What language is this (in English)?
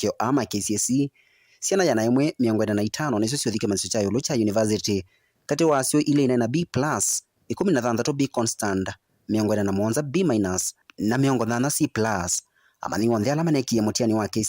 Kamba